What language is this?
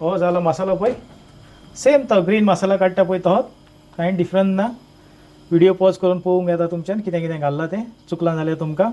Konkani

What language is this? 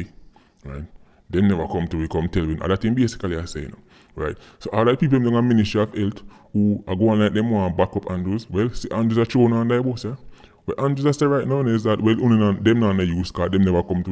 Jamaican Creole English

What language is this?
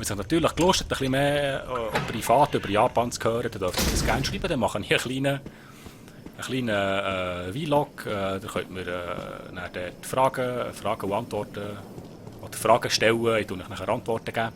Swiss German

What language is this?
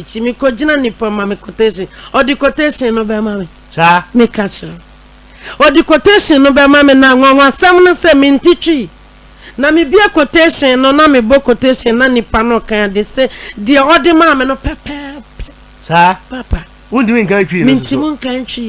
Akan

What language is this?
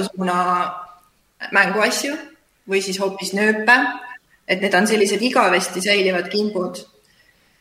Estonian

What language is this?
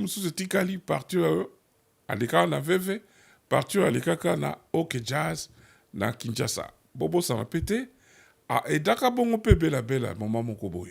Lingala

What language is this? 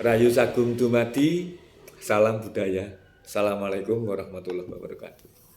Javanese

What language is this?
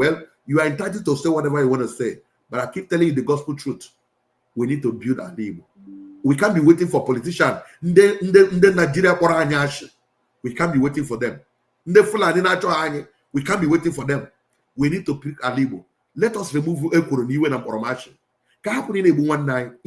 Igbo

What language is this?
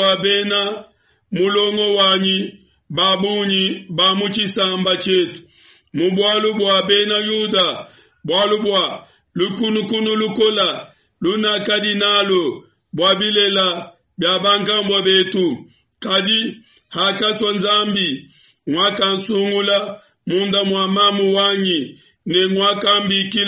Luba-Lulua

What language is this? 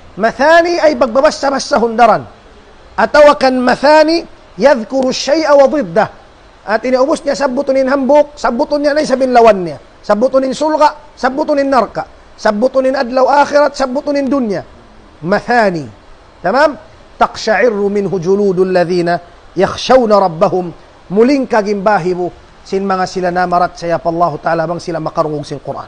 Tausug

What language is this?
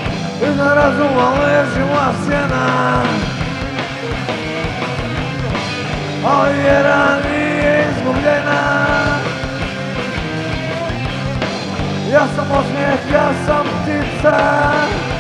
Croatian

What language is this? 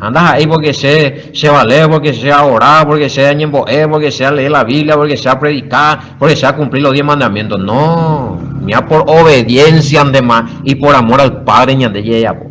Guarani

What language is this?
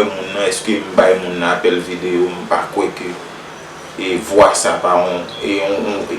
Haitian Creole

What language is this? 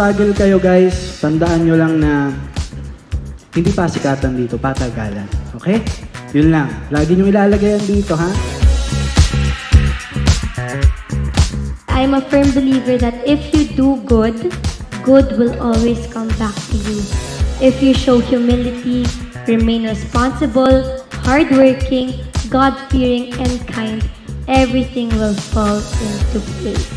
Filipino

